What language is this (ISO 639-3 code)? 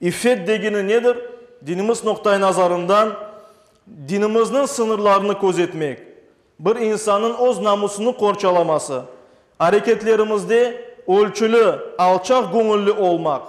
crh